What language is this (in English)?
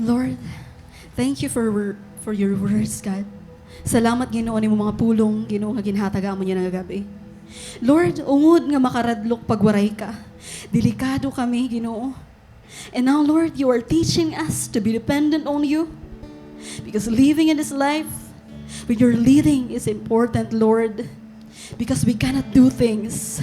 Waray